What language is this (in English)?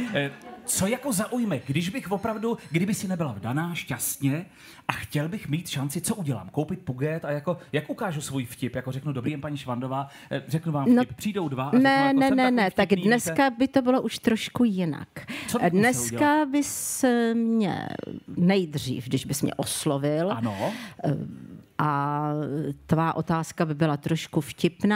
Czech